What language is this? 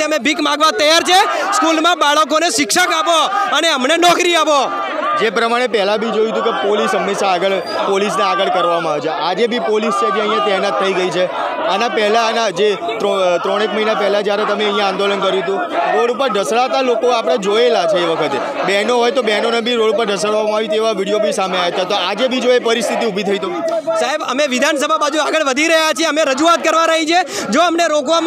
Gujarati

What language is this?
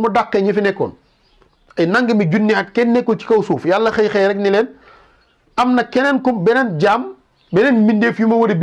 Wolof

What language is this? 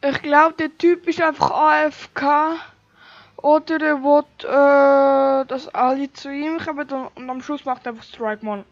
Swiss German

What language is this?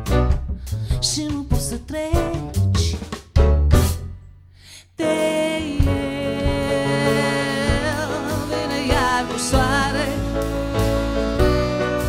Romanian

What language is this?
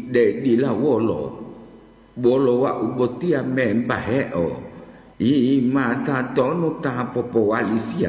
Gorontalo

